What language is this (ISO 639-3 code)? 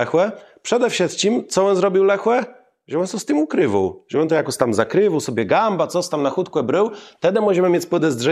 csb